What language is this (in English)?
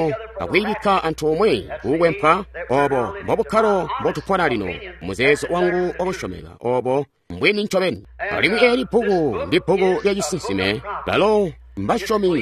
Tonga (Zambia)